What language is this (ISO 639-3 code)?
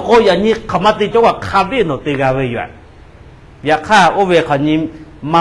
lhu